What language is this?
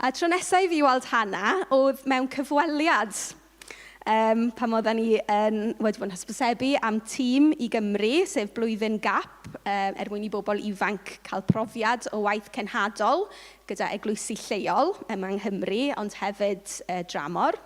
Welsh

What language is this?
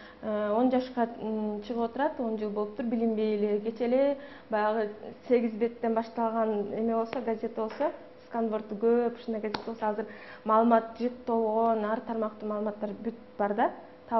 Kyrgyz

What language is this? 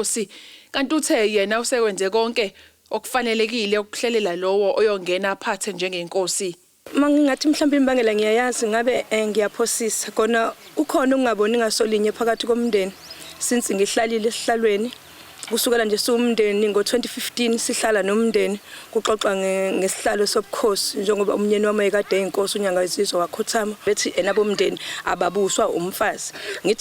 Zulu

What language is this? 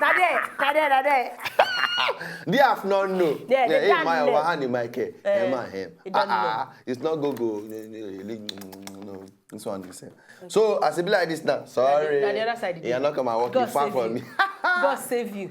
Nigerian Pidgin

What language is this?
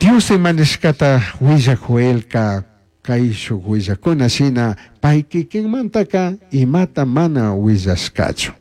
Chimborazo Highland Quichua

